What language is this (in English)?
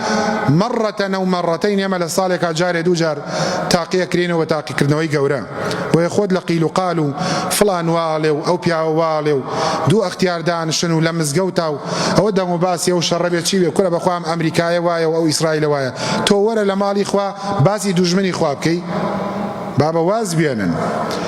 Central Kurdish